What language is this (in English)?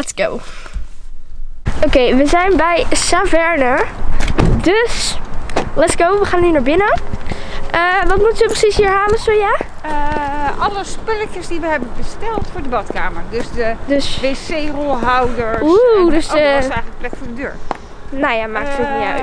Dutch